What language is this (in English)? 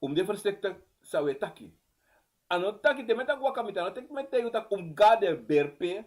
Sranan Tongo